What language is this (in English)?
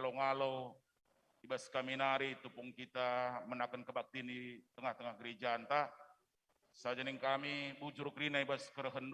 Batak Karo